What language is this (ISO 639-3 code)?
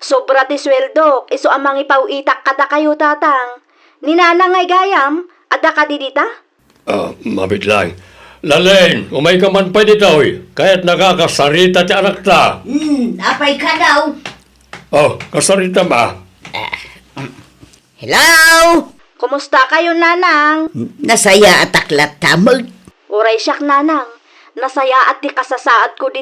ilo